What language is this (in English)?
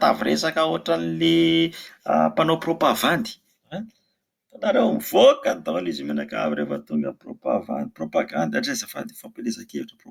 Malagasy